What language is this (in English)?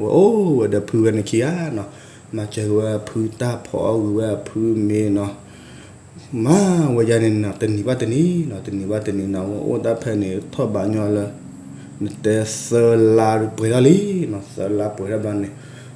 S'gaw Karen